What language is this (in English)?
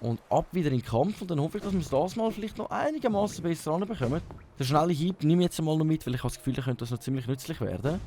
Swiss German